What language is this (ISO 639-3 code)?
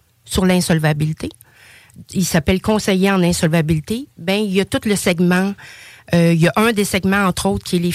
fra